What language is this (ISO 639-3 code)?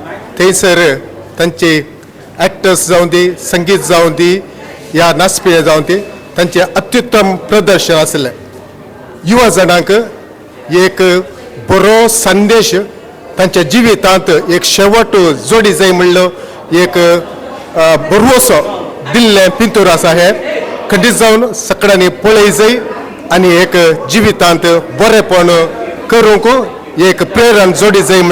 kok